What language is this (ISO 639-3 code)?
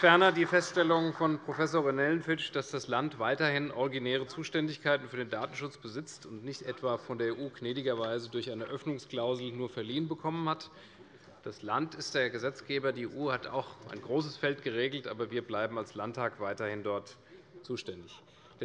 deu